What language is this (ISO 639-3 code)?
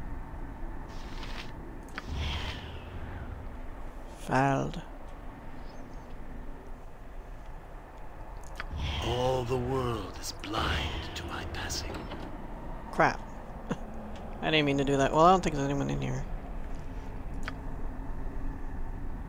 eng